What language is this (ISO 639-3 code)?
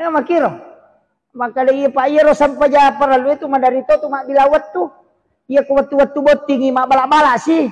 bug